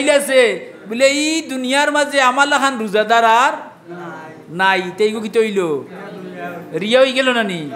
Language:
Sylheti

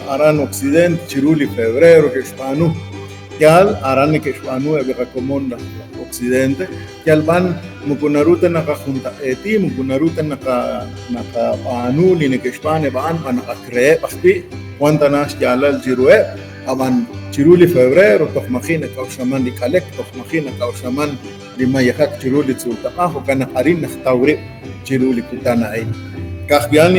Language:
Kekchí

